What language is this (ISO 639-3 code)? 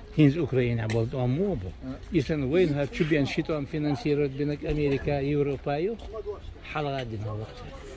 che